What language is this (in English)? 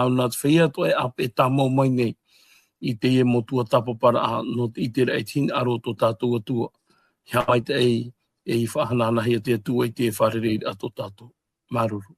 Tahitian